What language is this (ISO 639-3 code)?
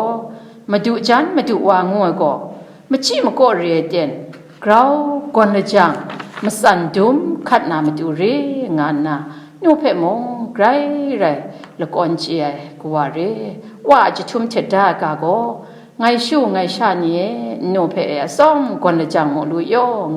kac